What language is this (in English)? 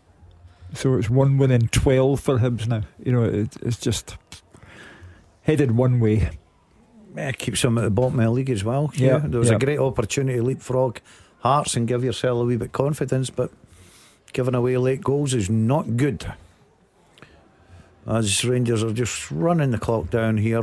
English